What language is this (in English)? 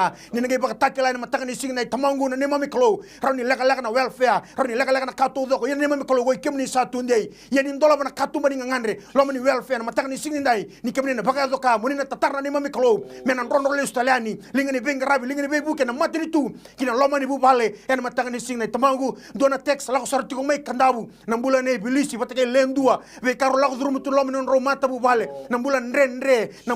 Fijian